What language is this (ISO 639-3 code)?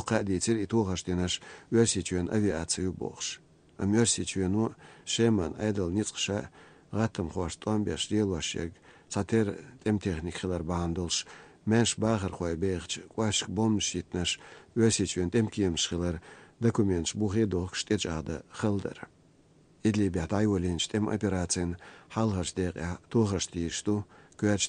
che